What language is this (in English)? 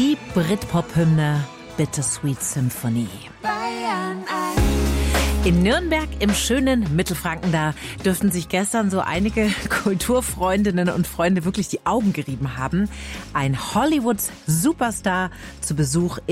German